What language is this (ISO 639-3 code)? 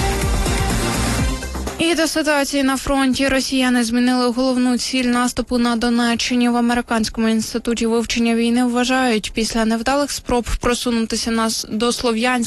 ukr